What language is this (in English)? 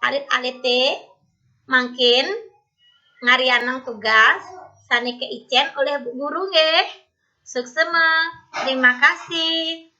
Balinese